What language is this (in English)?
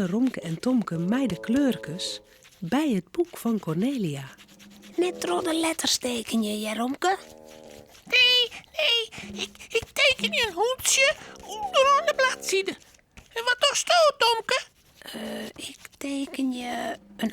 Western Frisian